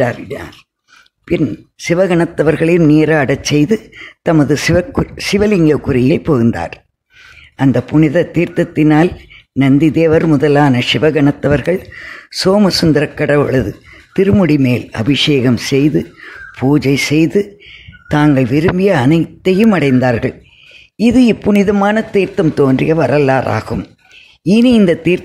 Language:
Tamil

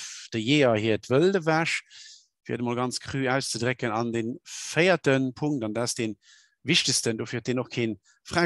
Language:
Luxembourgish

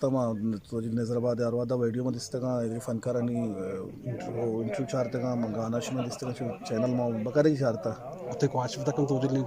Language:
Eastern Balochi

